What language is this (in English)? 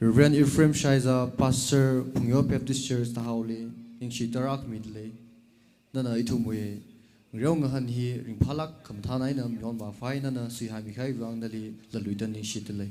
Tangkhul Naga (India)